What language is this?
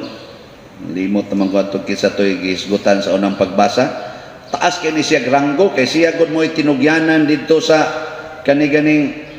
Cebuano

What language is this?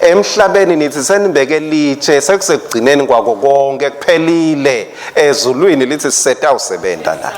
Swati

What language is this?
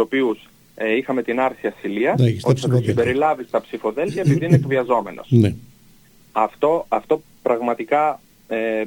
Greek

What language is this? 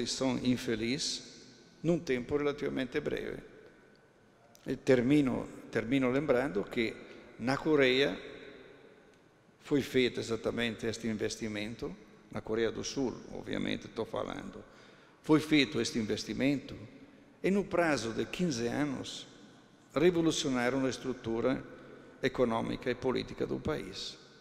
Portuguese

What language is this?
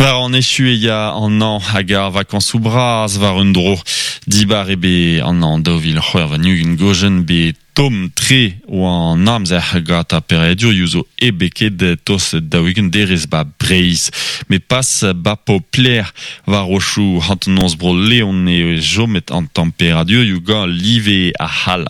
Breton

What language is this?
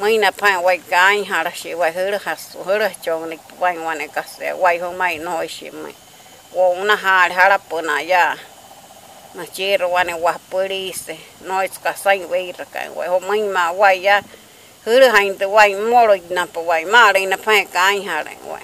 Māori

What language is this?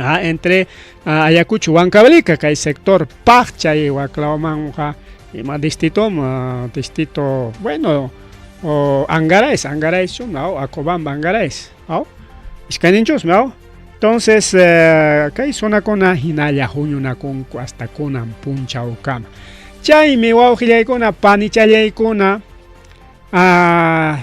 Ayacucho Quechua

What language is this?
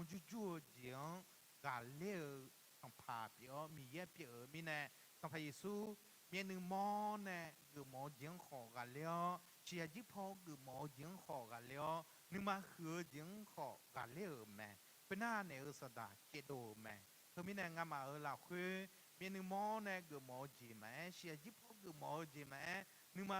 Akha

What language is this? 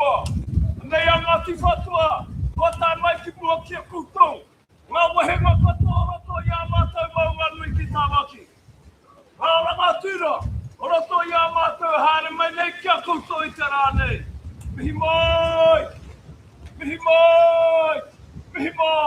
Māori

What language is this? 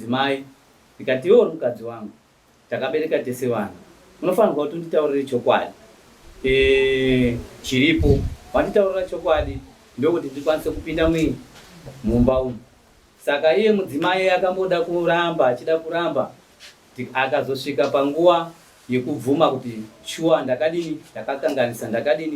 Shona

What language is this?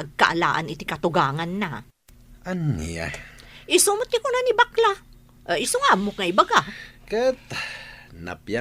Iloko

